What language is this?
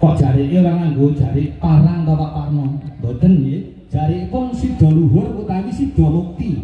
Javanese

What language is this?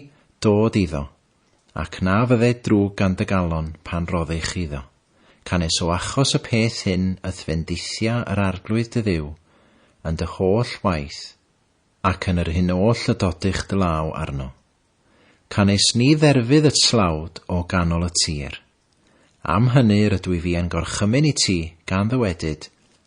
Welsh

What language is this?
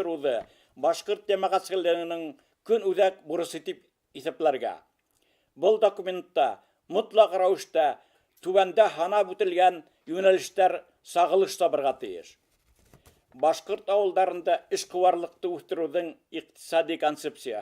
Bashkir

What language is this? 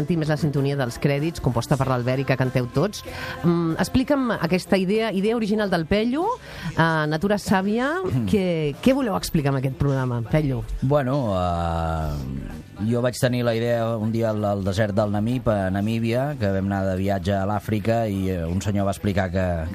Catalan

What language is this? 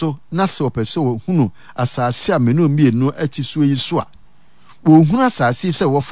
Akan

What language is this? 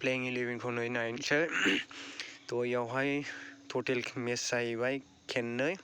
Bodo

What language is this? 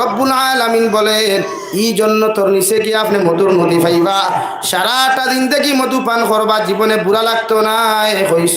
Sylheti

